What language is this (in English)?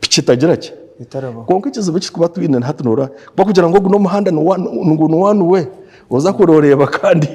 Nyankole